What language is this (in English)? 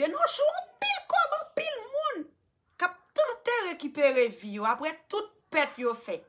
Haitian Creole